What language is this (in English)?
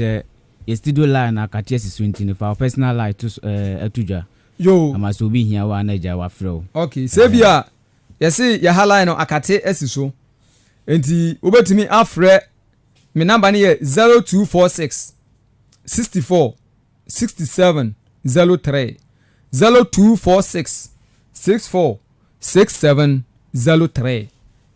Akan